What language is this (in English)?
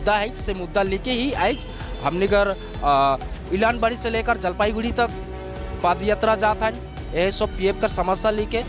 Sadri